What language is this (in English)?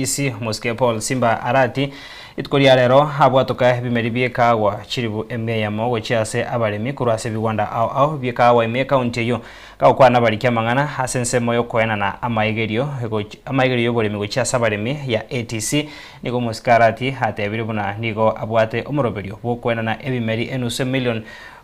Gusii